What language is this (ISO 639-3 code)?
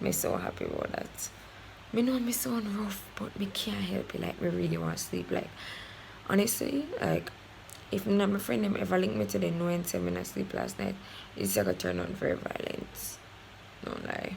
jam